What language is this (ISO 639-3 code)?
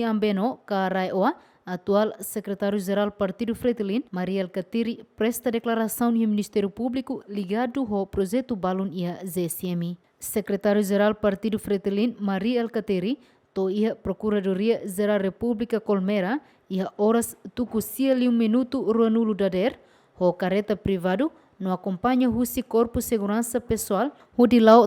tet